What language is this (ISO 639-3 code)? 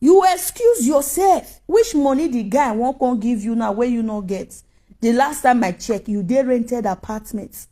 pcm